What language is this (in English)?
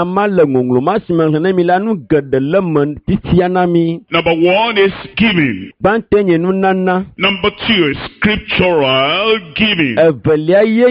Ewe